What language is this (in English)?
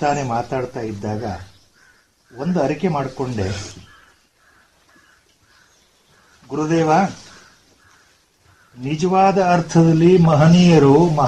Kannada